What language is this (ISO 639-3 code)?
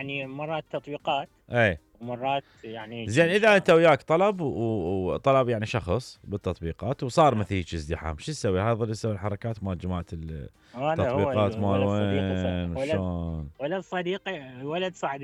acm